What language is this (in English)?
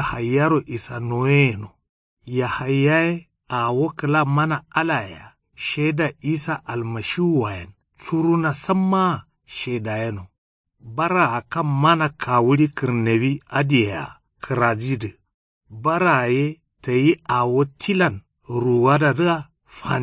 Kanuri